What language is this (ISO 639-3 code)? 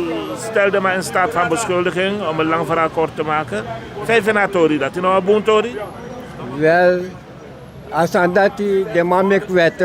srn